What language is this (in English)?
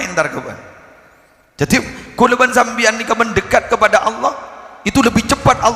Madurese